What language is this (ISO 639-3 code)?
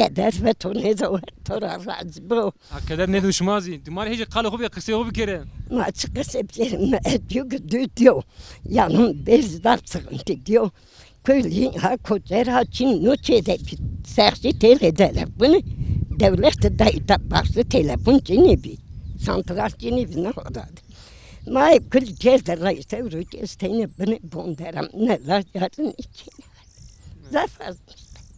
zza